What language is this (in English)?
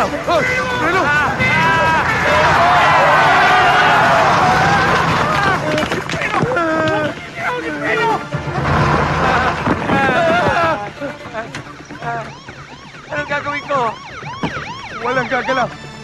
Filipino